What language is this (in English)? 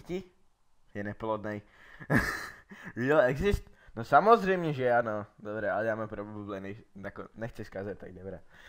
Czech